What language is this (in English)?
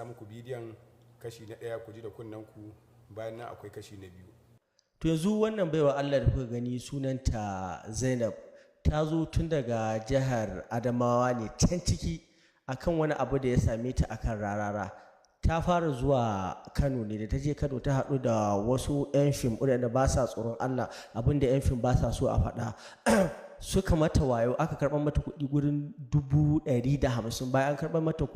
Hausa